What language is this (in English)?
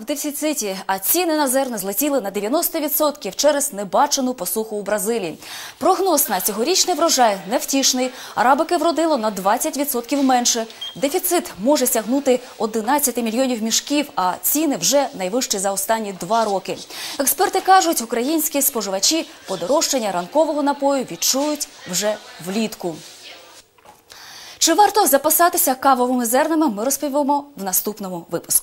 Ukrainian